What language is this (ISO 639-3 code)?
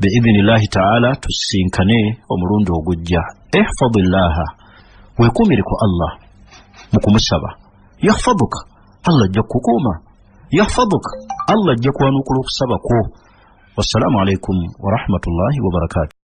lug